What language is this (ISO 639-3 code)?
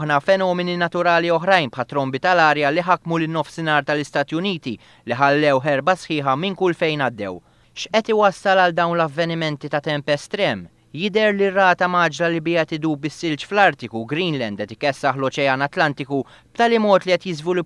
mlt